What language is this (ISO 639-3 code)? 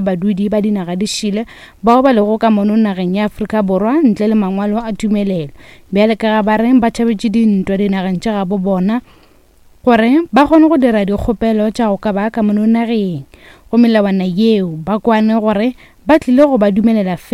nso